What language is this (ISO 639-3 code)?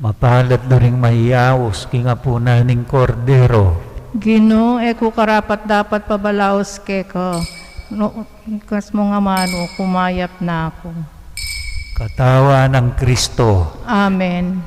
pam